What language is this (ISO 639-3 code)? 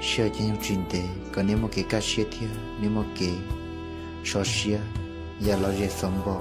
hmn